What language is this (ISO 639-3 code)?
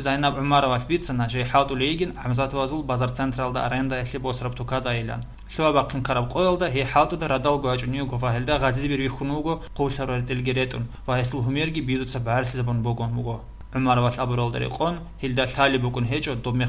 ava